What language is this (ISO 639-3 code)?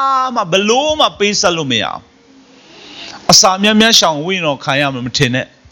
mya